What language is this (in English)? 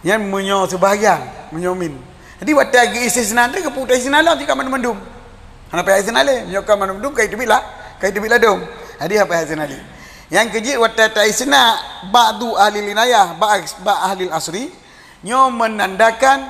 Achinese